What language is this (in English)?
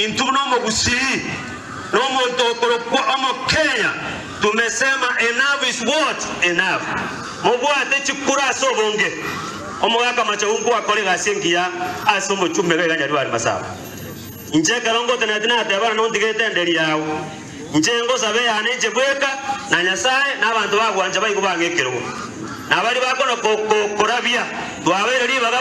Gusii